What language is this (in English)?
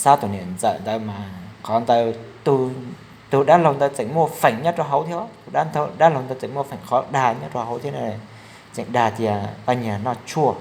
Hmong